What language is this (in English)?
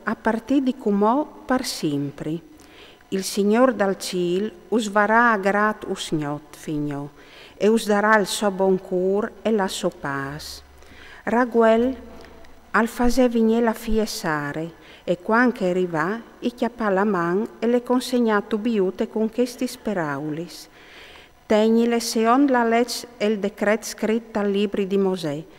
Friulian